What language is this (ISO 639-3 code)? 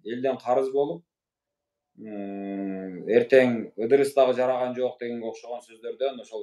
kir